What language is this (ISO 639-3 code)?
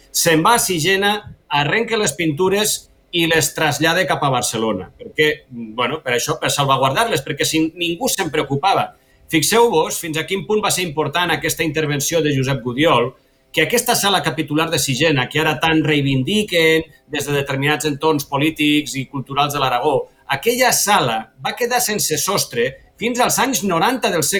cat